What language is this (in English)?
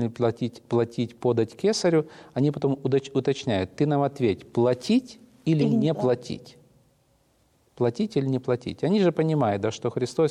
Russian